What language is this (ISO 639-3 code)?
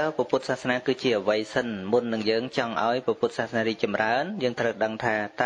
khm